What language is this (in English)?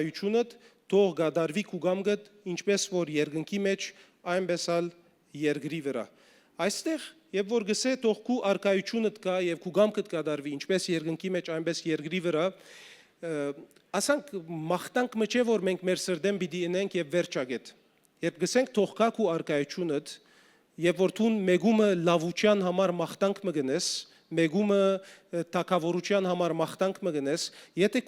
Western Armenian